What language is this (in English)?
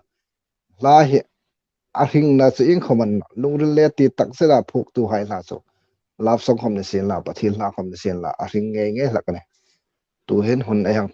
Hmar